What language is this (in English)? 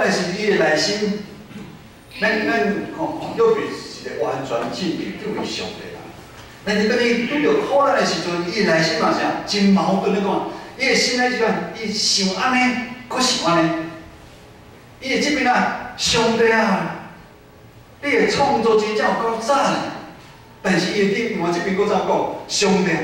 Min Nan Chinese